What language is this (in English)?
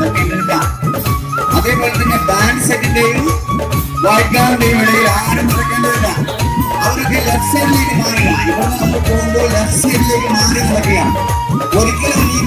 Malayalam